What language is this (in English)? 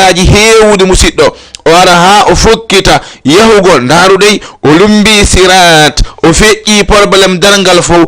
Fula